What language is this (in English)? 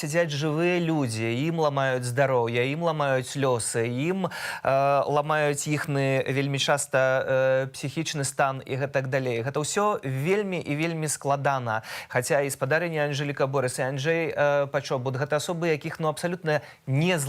Belarusian